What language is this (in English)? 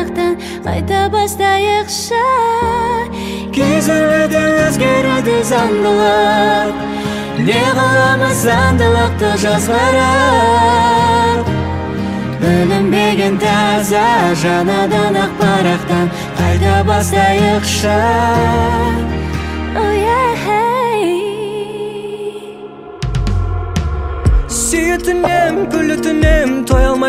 Kazakh